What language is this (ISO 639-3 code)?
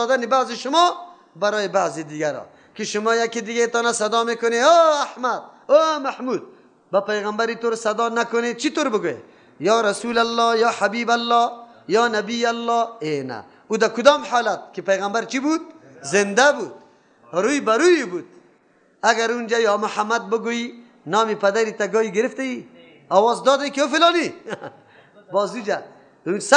fas